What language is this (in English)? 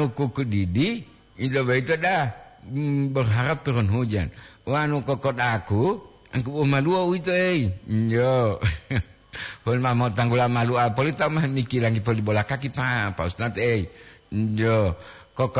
Gorontalo